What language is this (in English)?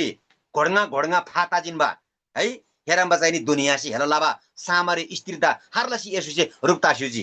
Eastern Tamang